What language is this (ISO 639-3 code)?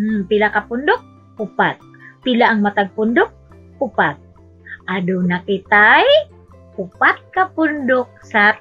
ceb